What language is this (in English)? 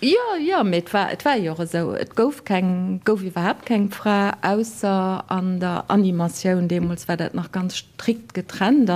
Luxembourgish